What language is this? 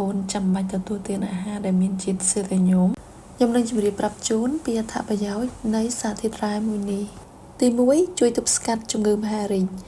Khmer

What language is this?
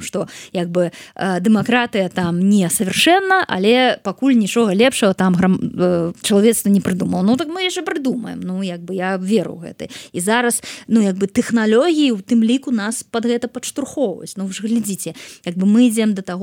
Belarusian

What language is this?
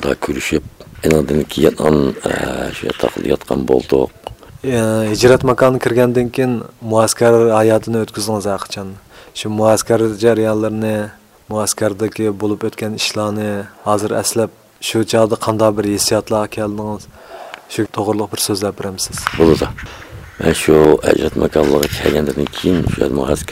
Uyghur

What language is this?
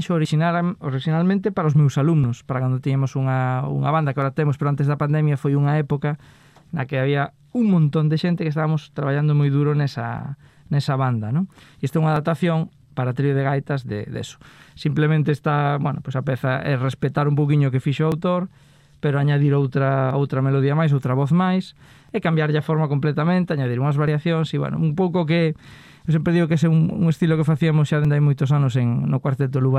Galician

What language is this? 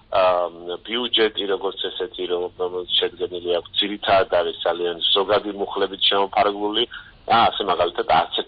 Georgian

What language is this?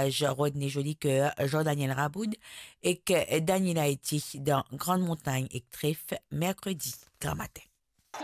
Morisyen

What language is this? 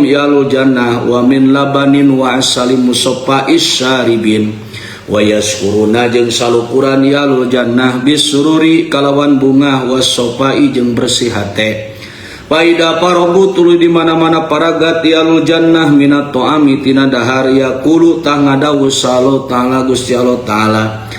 Sundanese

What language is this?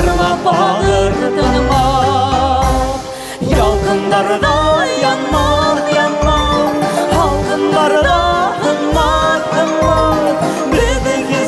Bashkir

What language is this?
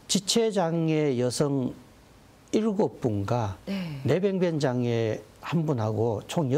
Korean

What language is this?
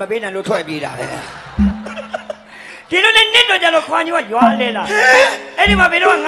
Burmese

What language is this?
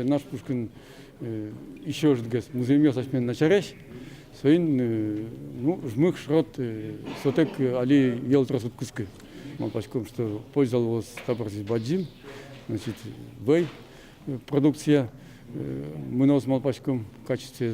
Udmurt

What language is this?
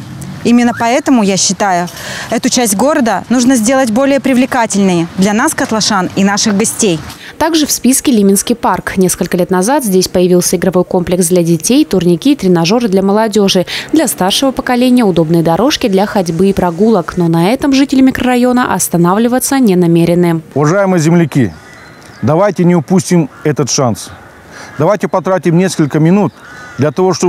Russian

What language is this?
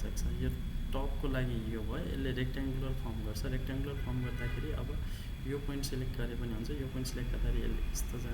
Nepali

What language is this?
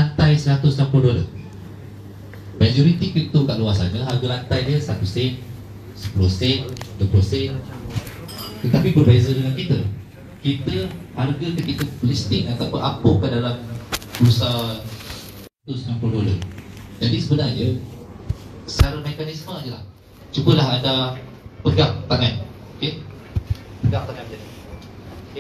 Malay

